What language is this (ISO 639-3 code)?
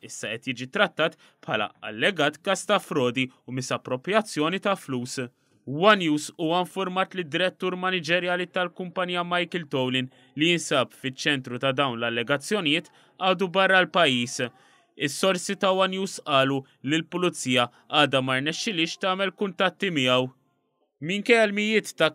mlt